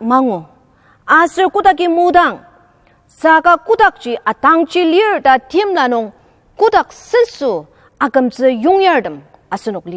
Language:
Ao Naga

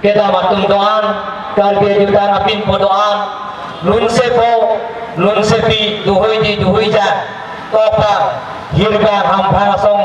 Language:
Karbi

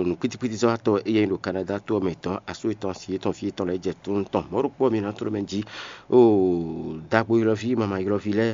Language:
Fon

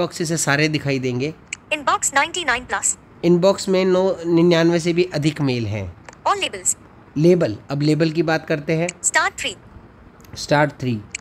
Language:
Hindi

